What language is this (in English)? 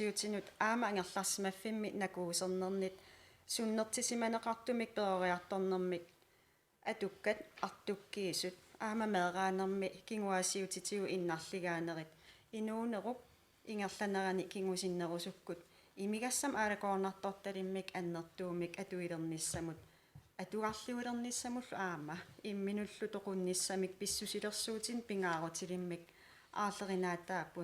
Kalaallisut